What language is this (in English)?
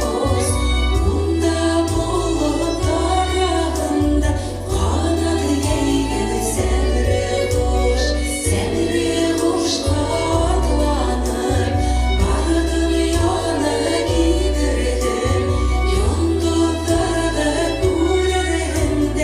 Bashkir